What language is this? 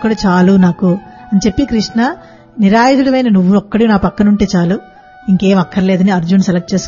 Telugu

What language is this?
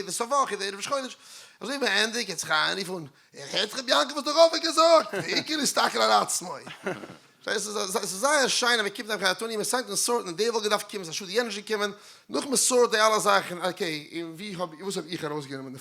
Yiddish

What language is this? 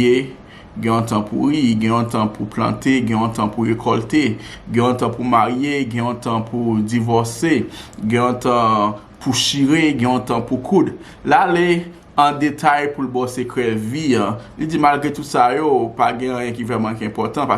Haitian Creole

